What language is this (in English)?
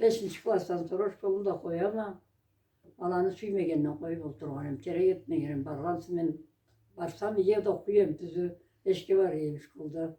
Karachay-Balkar